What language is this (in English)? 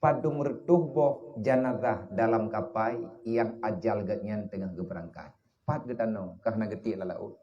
Achinese